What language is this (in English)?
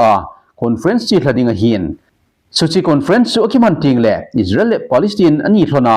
Thado Chin